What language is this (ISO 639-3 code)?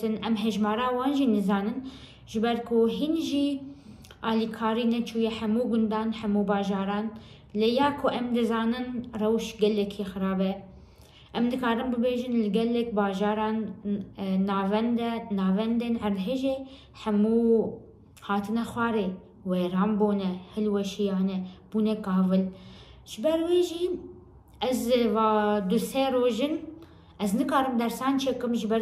kur